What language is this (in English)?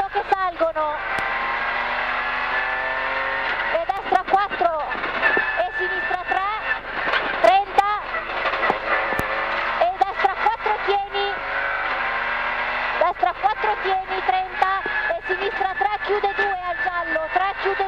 Italian